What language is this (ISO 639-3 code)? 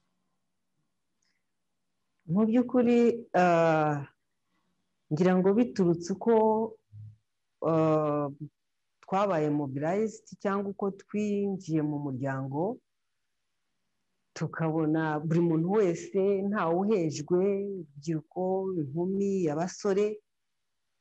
kin